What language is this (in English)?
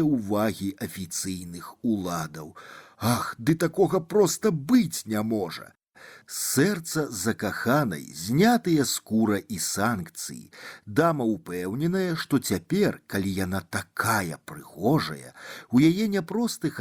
Belarusian